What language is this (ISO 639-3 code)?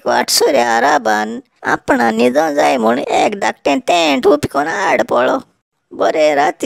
kok